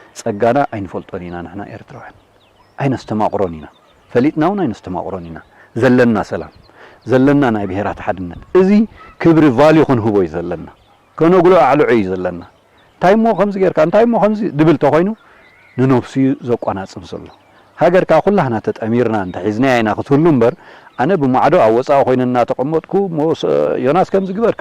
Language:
Tigrinya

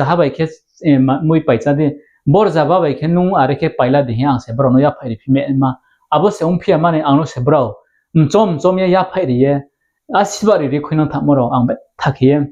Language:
Riang (India)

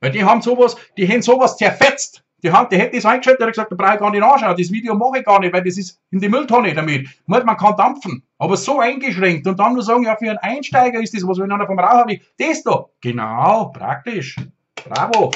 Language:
Bavarian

